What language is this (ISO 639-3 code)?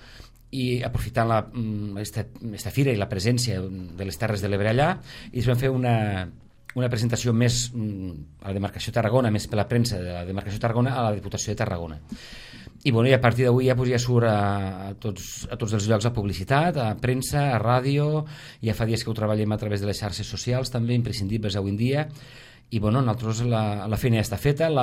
cat